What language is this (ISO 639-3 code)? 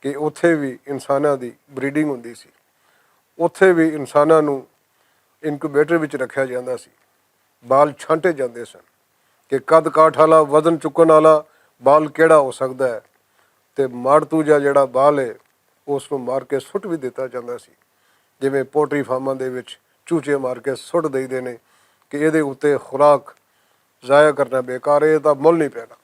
lah